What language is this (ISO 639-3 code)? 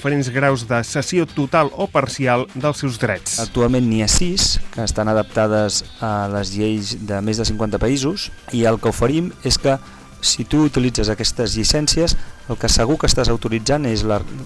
cat